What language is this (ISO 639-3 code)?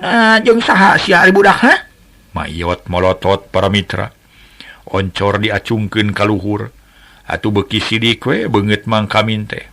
sun